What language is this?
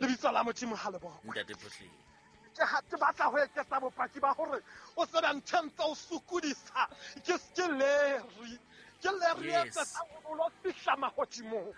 Southern Sotho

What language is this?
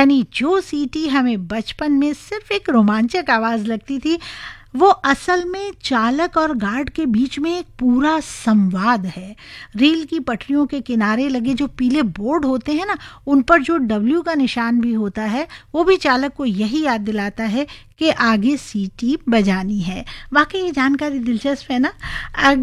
Hindi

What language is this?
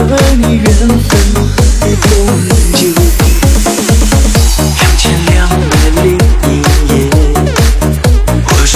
Chinese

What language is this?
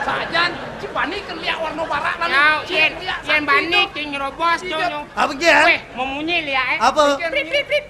Balinese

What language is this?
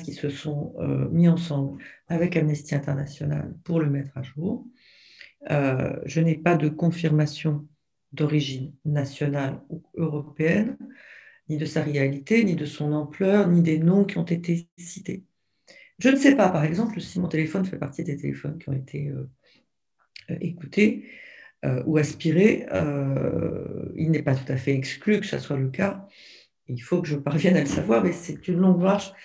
French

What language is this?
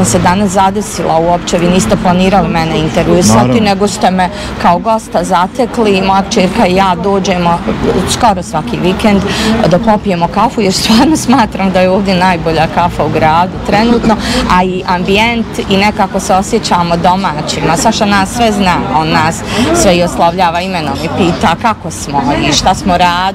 Bosnian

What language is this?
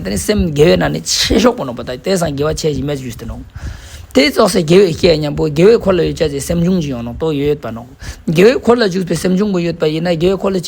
Ladakhi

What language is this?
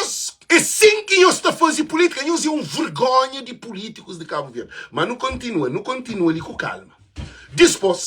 Kabuverdianu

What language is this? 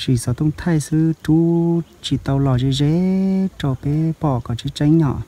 Hmong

